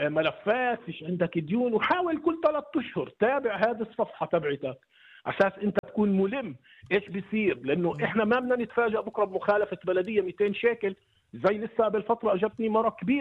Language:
North Levantine Arabic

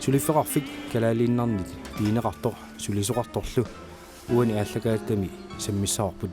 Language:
Kalaallisut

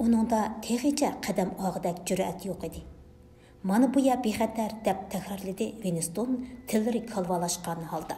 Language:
Uyghur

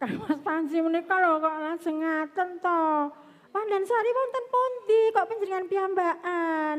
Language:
Javanese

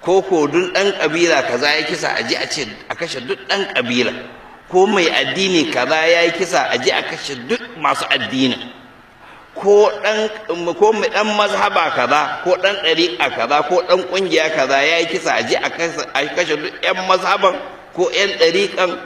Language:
Hausa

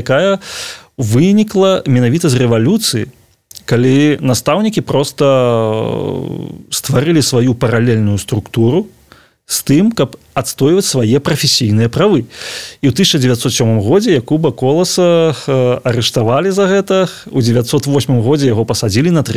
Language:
Belarusian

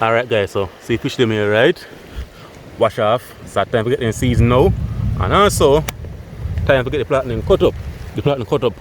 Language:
Jamaican Creole English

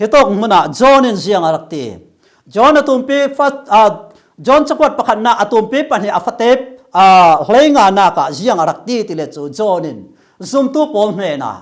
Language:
Falam Chin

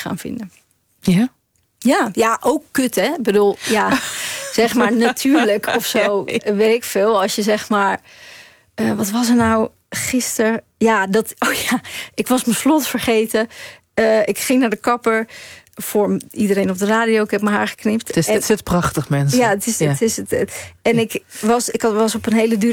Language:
Dutch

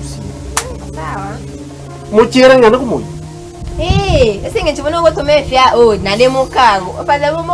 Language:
Gusii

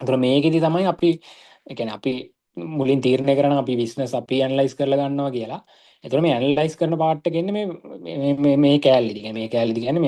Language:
Sinhala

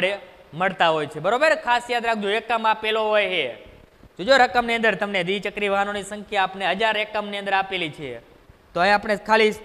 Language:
Gujarati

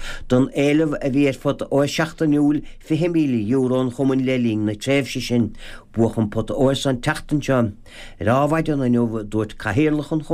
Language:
Irish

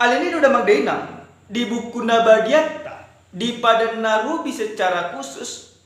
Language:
Batak Toba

